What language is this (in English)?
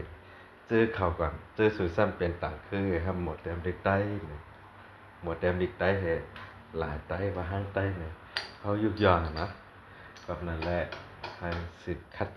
Shan